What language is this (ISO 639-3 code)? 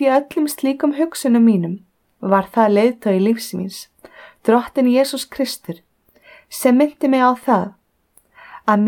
isl